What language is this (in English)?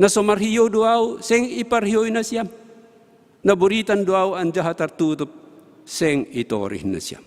Batak Simalungun